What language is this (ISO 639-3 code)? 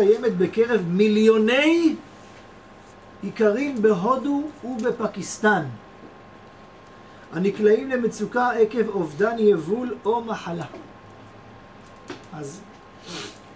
heb